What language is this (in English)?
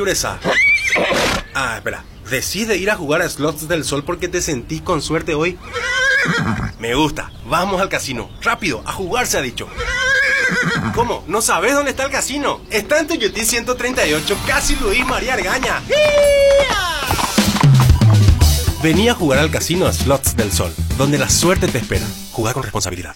Spanish